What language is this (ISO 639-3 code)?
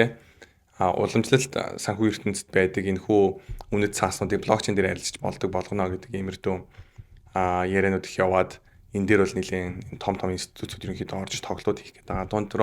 mon